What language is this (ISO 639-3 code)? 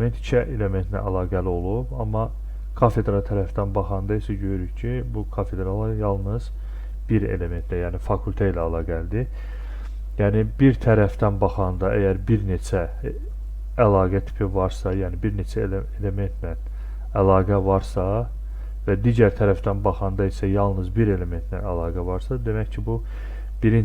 aze